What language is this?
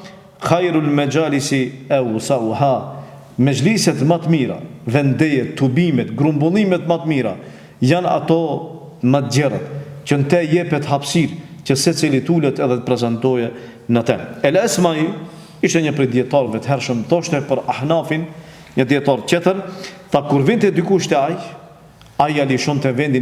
Albanian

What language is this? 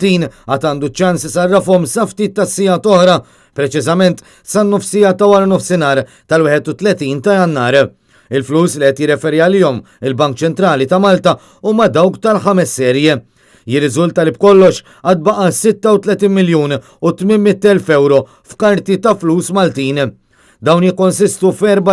Maltese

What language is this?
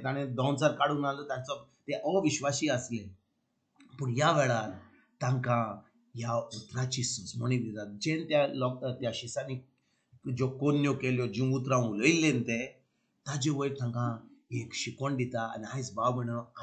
Konkani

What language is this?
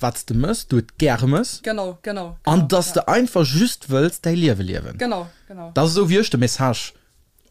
Luxembourgish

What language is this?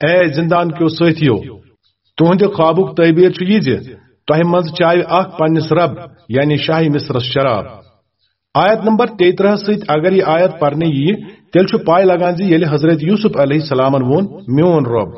Kashmiri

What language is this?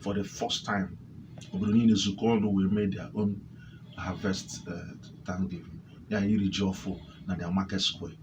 Igbo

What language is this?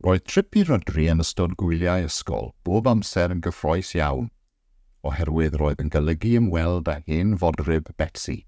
Welsh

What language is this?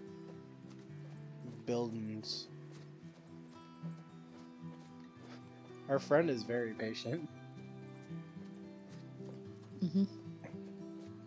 English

